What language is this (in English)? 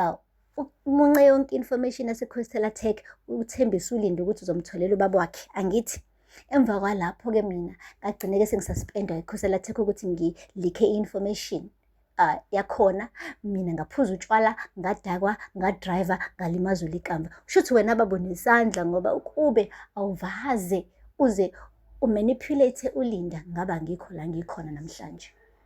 Zulu